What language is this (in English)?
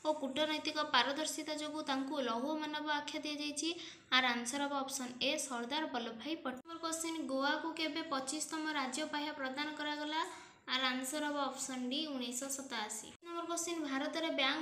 Odia